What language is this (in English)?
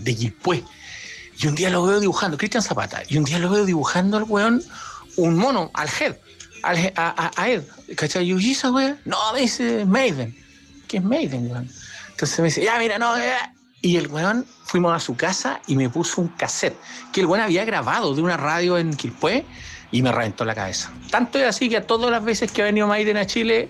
Spanish